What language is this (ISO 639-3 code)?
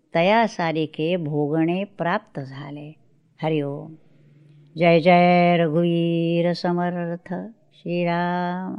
mar